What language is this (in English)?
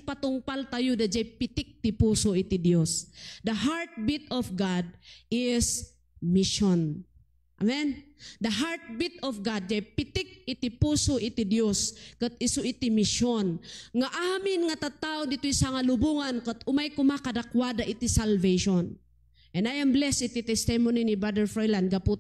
Iloko